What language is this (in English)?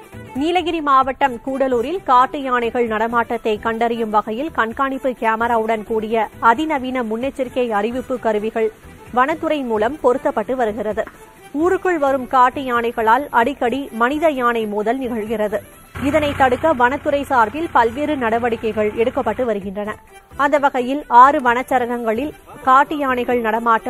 Tamil